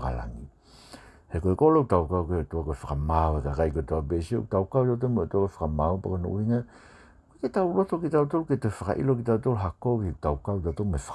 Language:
Tongan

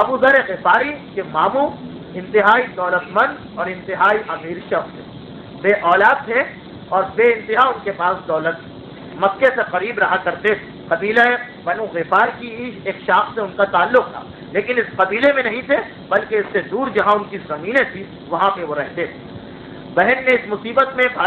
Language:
Urdu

